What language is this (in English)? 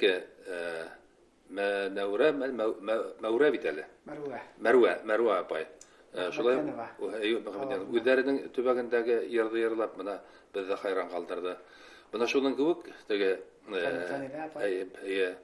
Bashkir